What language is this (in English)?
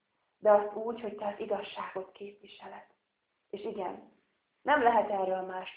Hungarian